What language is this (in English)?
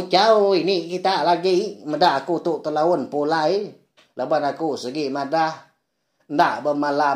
Iban